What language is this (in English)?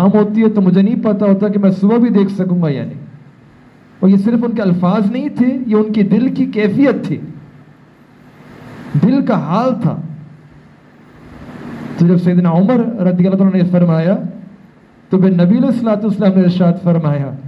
Urdu